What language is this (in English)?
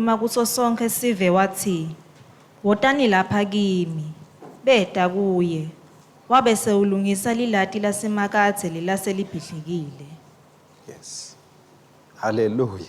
Swati